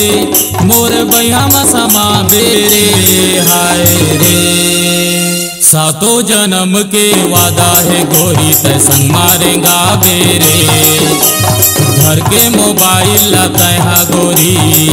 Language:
Chhattisgarhi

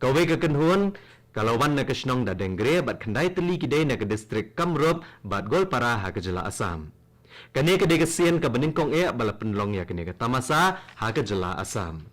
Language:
Khasi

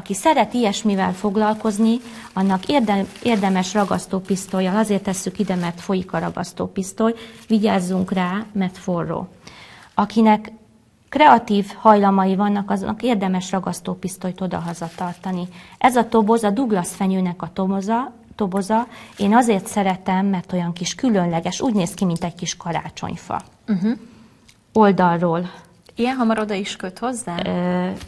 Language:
Hungarian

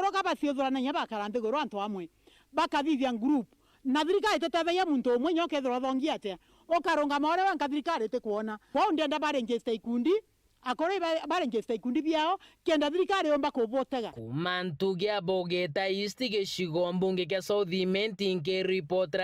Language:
Meru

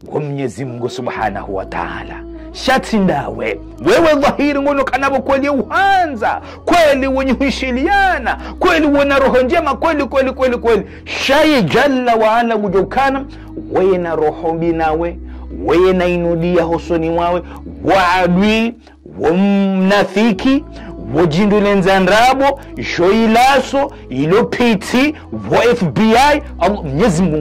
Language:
Ngazidja Comorian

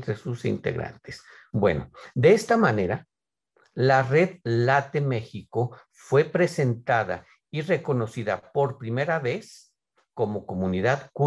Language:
Spanish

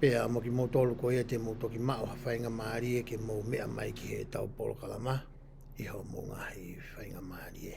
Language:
Tongan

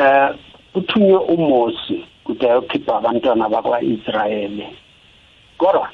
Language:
South Ndebele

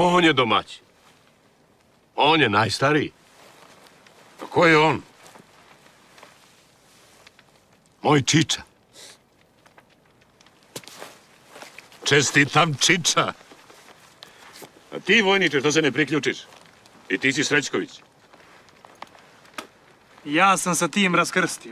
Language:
Serbian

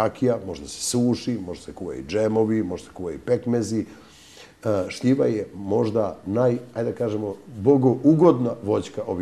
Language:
Serbian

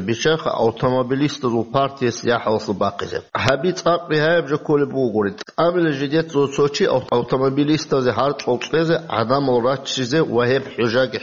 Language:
Avaric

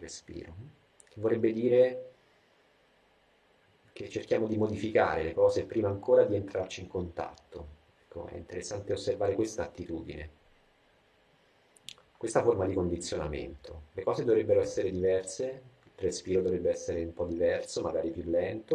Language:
Italian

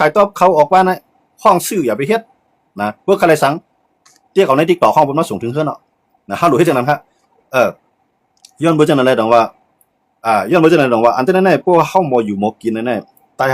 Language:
Shan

